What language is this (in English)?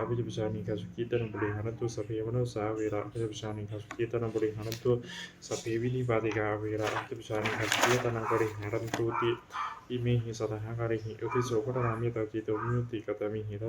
Pali